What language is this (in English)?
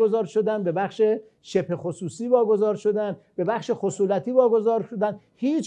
Persian